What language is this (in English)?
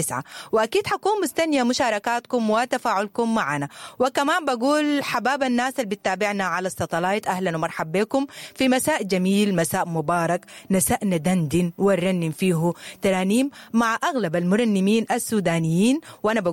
Sudanese Arabic